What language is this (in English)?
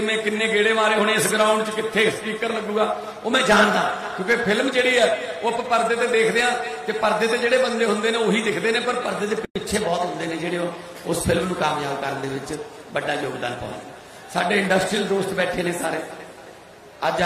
Punjabi